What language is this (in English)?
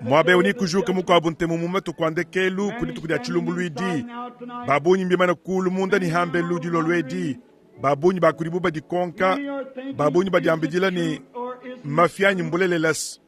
Luba-Lulua